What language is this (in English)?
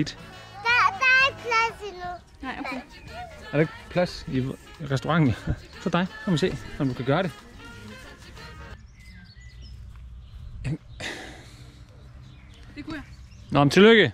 Danish